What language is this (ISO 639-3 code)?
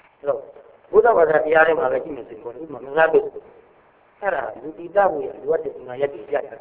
mya